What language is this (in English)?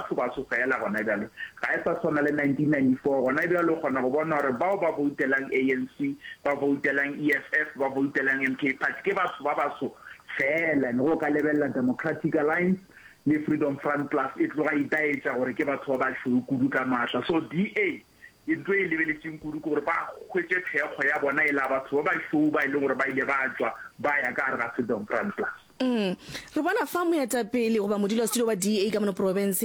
Northern Sotho